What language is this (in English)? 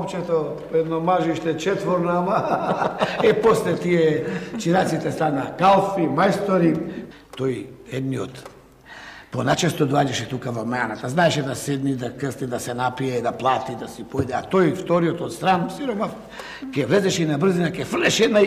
Macedonian